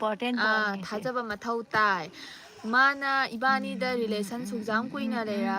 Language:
Manipuri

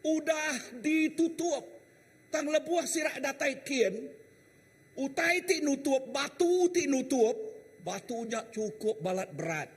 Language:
Iban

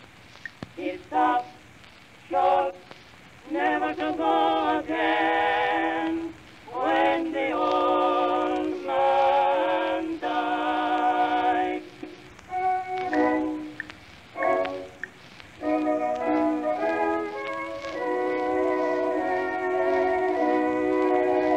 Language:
English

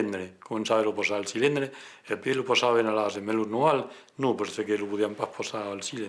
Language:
Occitan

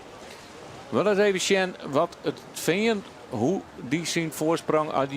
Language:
Western Frisian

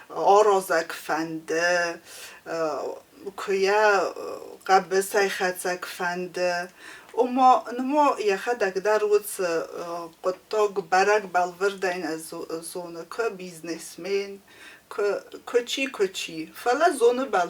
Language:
Ossetic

